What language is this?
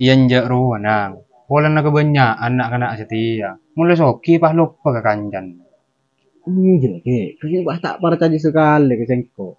Madurese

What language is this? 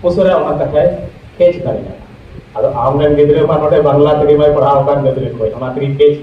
Santali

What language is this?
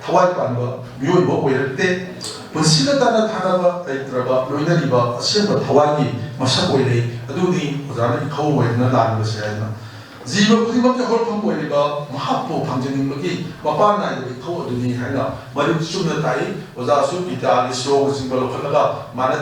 Manipuri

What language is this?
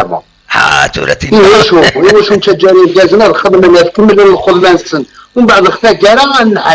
Kabyle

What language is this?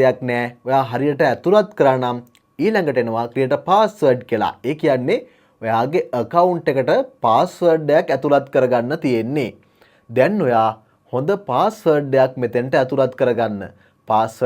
Sinhala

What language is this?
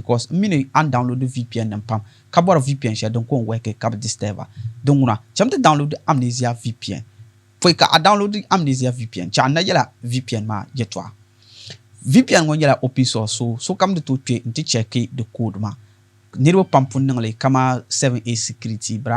Dagbani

